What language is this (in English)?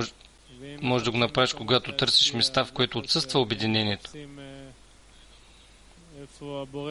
Bulgarian